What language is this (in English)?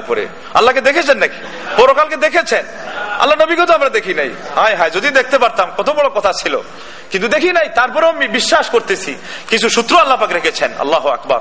Bangla